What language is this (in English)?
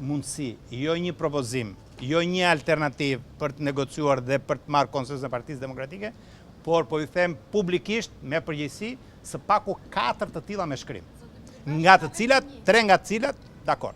Albanian